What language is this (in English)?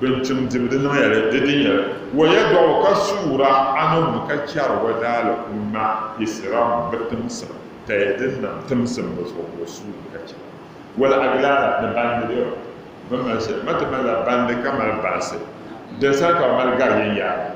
Dagbani